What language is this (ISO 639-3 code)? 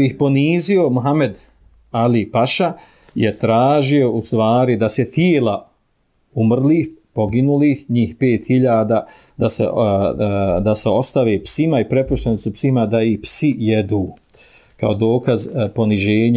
bos